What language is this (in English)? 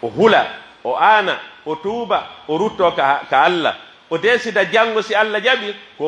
Pular